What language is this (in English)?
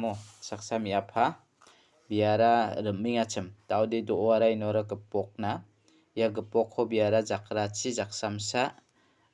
Garo